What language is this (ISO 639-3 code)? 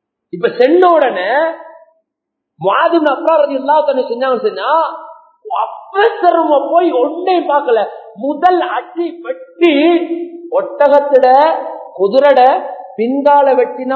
tam